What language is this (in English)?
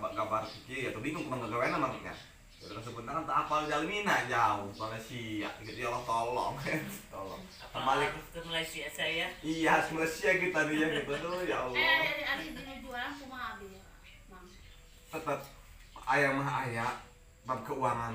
Indonesian